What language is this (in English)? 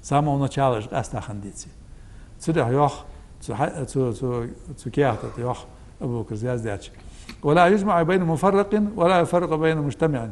Ingush